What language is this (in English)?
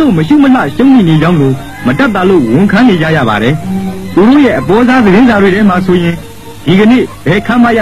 Burmese